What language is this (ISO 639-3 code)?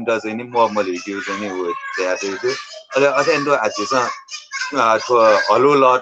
new